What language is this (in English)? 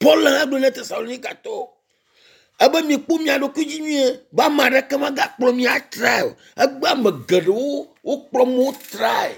Ewe